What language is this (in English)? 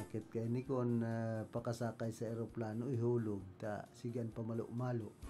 Bikol